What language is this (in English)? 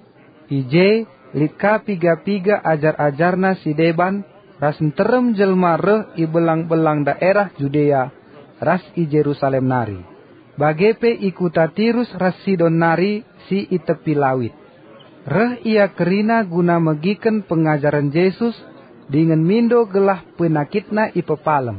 Batak Karo